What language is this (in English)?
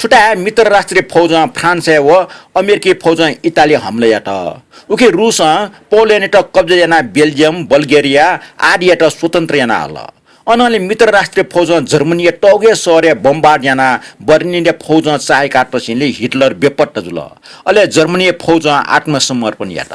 Newari